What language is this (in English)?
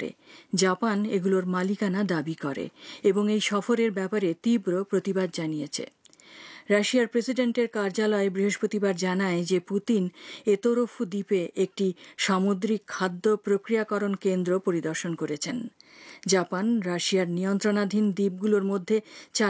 Bangla